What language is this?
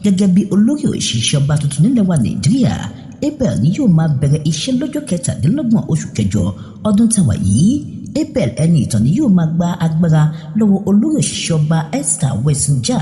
Yoruba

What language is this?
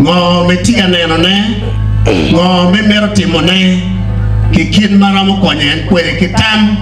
Acoli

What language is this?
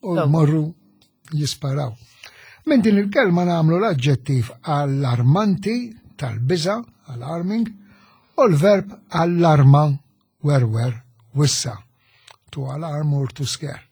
Maltese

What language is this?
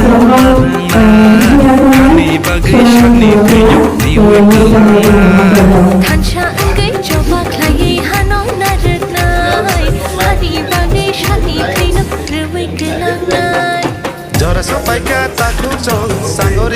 Kok Borok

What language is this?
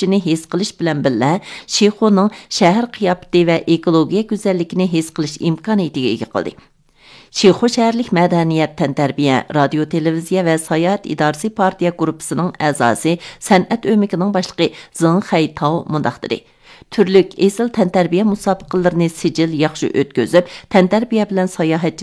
Uyghur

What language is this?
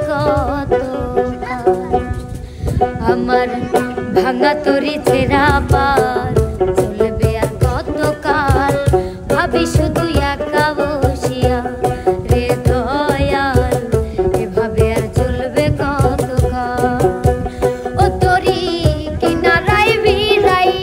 Bangla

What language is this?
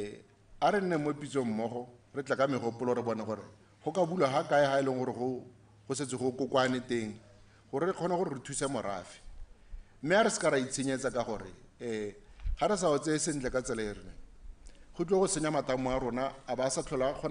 Tswana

